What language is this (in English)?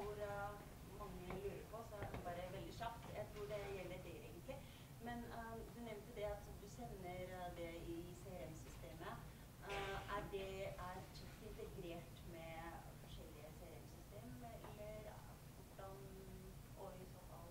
Norwegian